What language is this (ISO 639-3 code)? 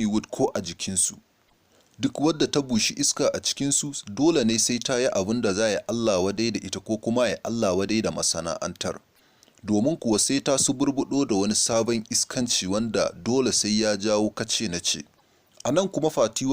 hau